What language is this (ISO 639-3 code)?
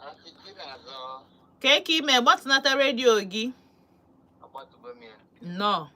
ibo